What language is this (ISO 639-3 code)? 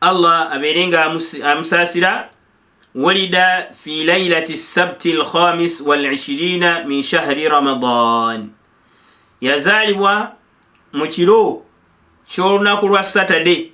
lug